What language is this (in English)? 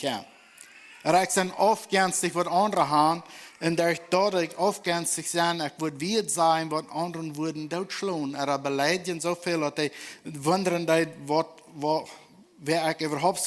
Plautdietsch